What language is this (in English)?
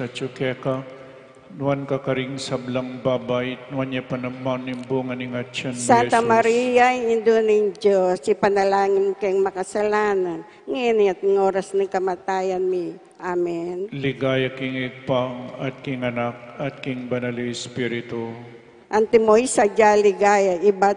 Pampanga